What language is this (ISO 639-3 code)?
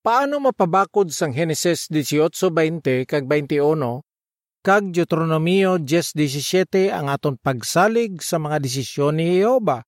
hil